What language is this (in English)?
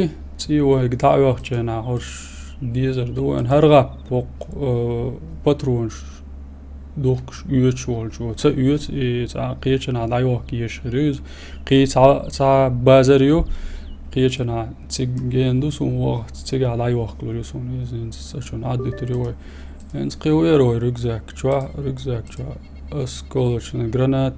Chechen